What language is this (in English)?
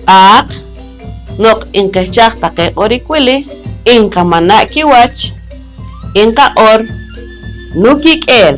Poqomchi'